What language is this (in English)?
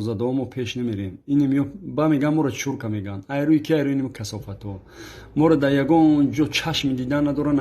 Tajik